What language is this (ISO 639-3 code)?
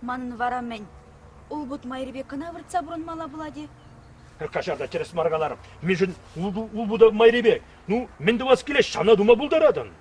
chv